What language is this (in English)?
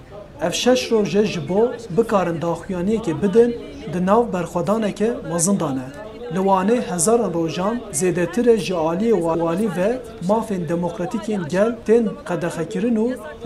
Kurdish